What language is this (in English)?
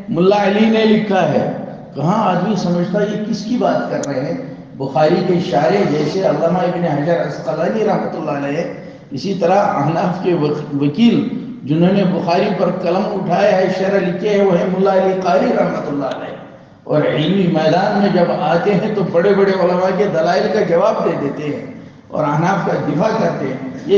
Urdu